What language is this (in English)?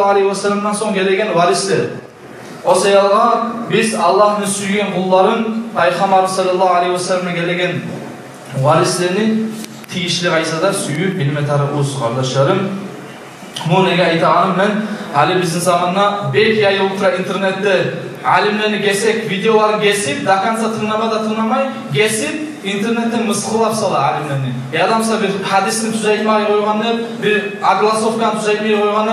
Kumyk